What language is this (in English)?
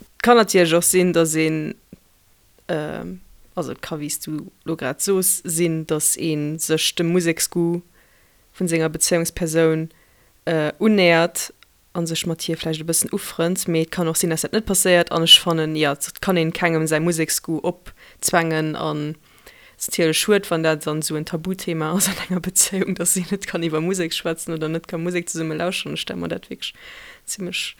Luxembourgish